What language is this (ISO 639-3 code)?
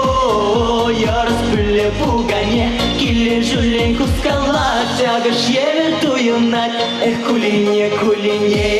chv